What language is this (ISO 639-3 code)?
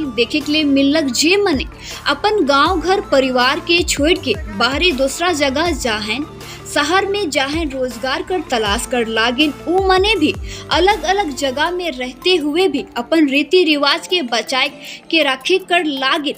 sck